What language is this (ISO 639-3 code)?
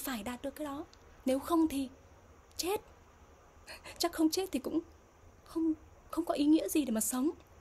vie